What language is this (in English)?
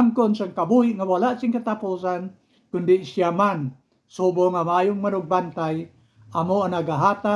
Hiligaynon